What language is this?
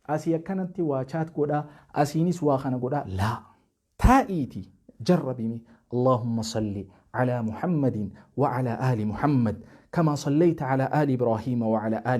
Oromo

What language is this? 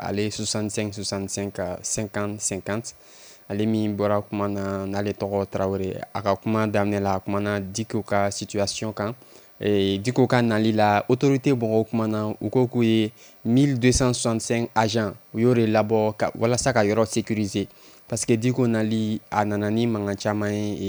Bambara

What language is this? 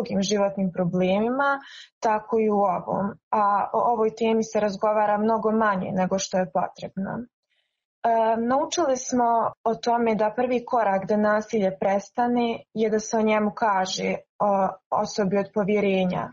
Bosnian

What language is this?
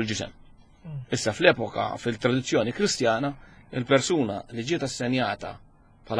Maltese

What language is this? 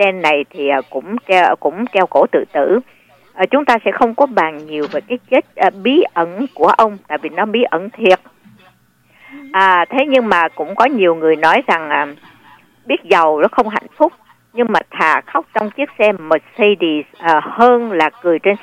Vietnamese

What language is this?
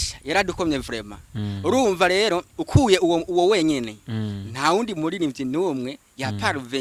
Rundi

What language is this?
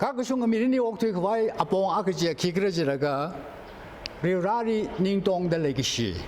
Tangkhul Naga (India)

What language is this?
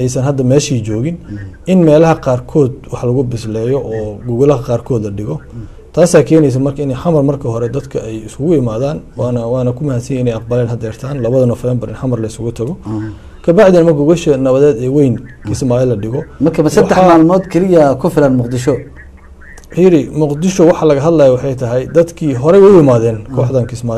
Somali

